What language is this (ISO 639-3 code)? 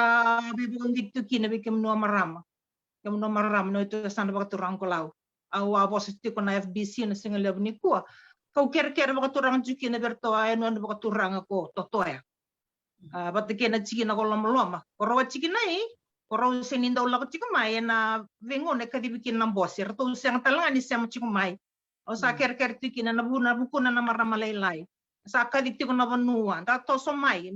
fij